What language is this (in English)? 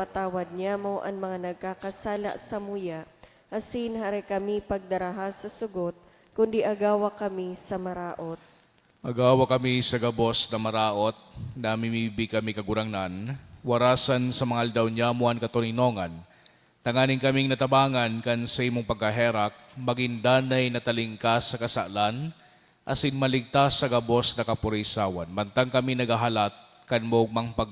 Bikol